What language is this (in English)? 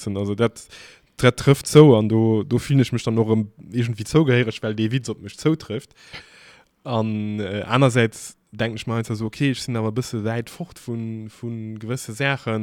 Luxembourgish